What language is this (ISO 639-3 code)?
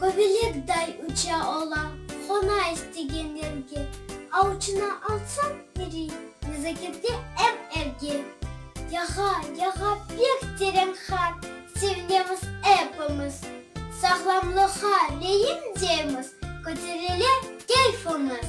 crh